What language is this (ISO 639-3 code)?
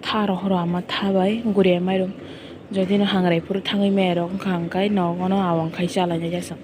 trp